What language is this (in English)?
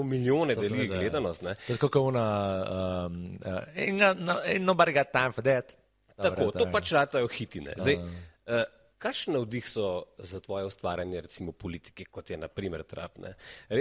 Slovenian